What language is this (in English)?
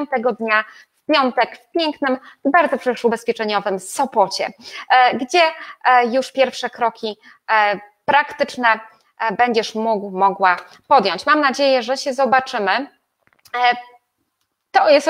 Polish